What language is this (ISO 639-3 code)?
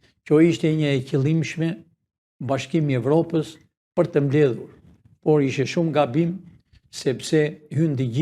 sqi